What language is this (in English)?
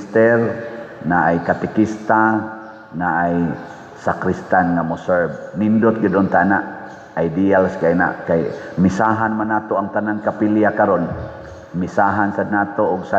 Cebuano